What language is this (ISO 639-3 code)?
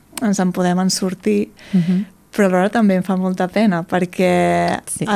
cat